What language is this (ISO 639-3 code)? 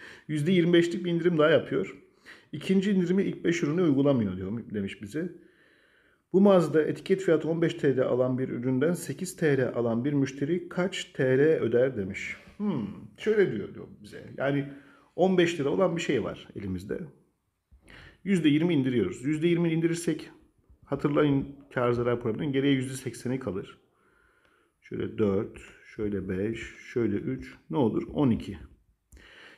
tur